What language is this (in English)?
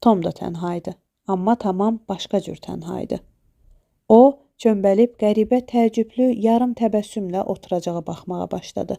Azerbaijani